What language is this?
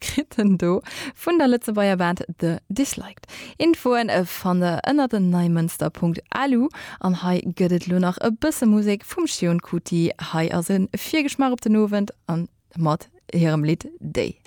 Luxembourgish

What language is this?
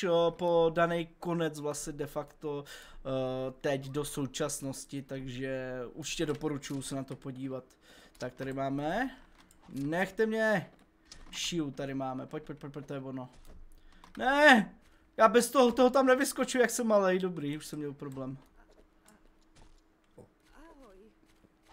Czech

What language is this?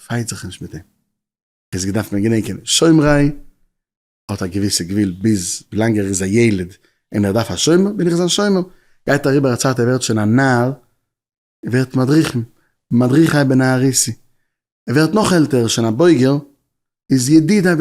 Yiddish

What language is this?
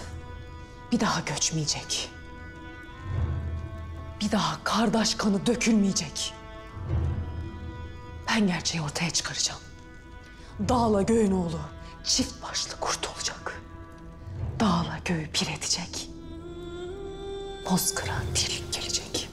Turkish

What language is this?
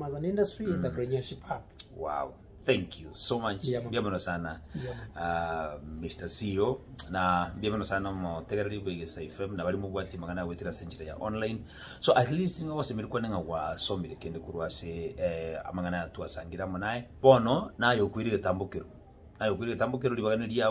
Gusii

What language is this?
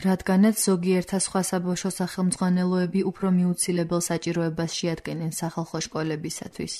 Georgian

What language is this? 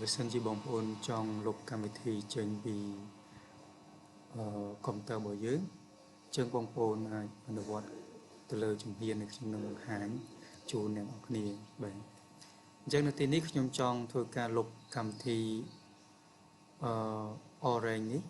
Khmer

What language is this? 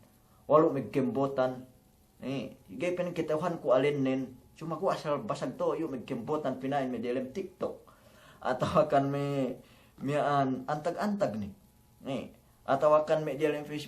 Yakan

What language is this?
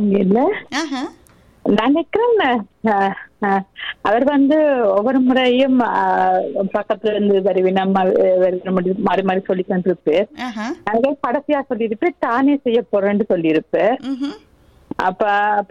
Tamil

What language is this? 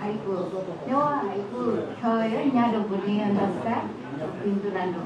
Newari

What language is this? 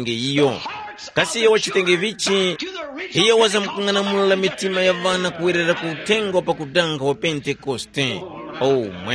Tumbuka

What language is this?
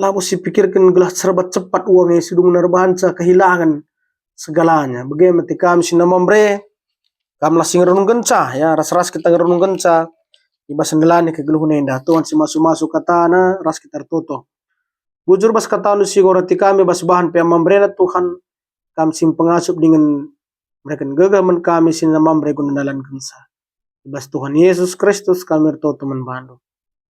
Batak Karo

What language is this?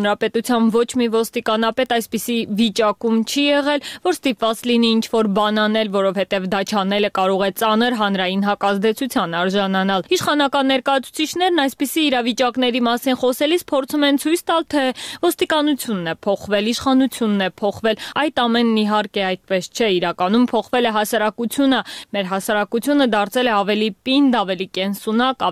Armenian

